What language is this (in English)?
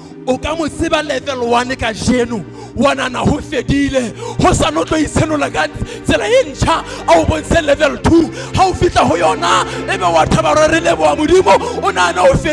Southern Sotho